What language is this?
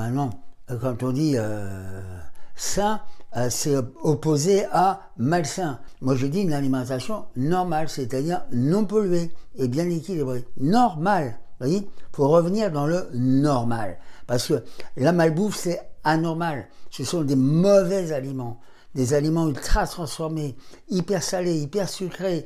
French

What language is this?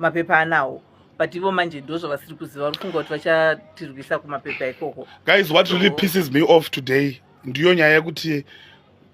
Shona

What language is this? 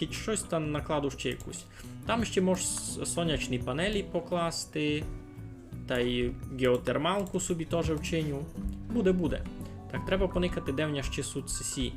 Rusyn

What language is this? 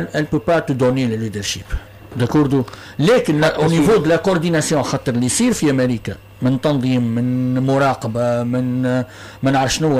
Tunisian Arabic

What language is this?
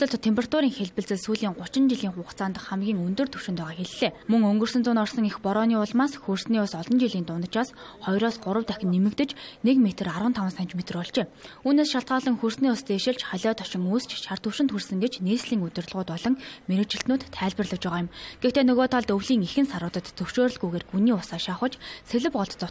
Mongolian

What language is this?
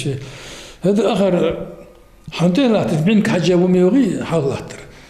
Ingush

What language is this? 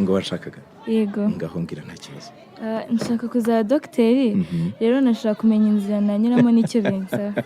Kinyarwanda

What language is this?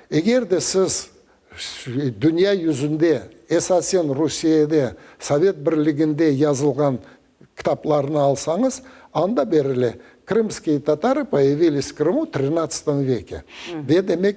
Crimean Tatar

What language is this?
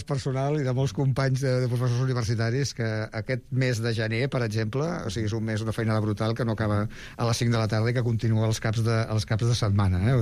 Catalan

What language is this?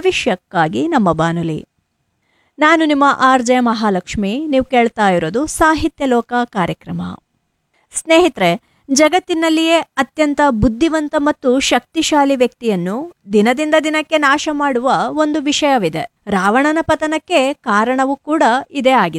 Kannada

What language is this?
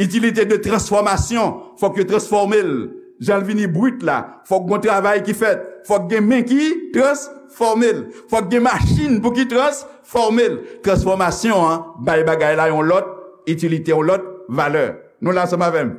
Haitian Creole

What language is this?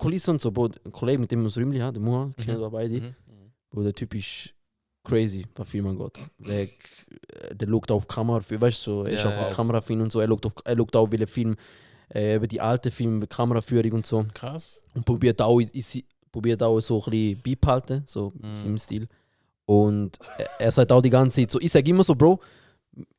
Swiss German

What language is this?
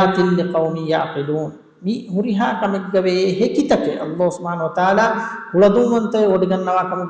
Divehi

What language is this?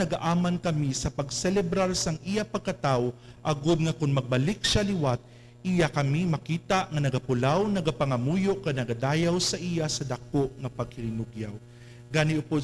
Hiligaynon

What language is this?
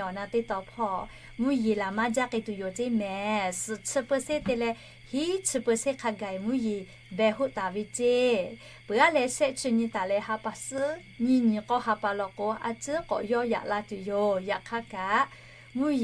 Lahu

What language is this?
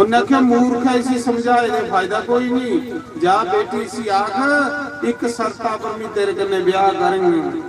Dogri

